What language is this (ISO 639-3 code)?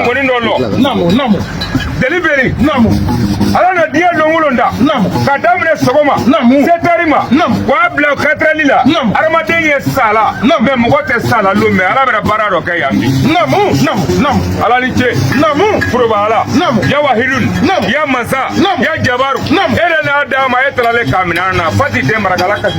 bam